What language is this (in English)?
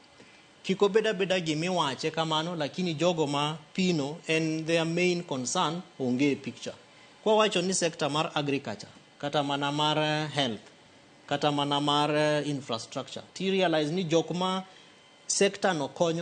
Luo (Kenya and Tanzania)